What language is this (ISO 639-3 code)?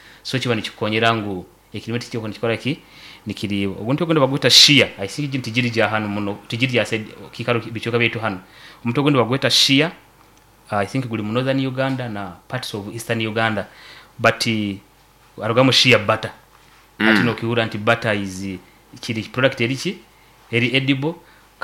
nyo